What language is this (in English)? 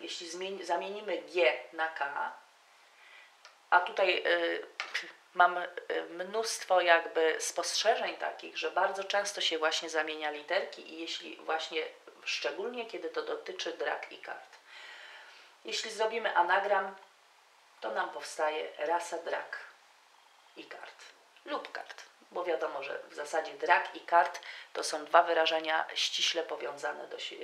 Polish